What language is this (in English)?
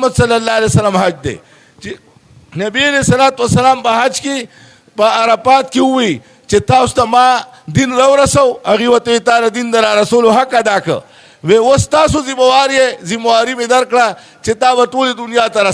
Pashto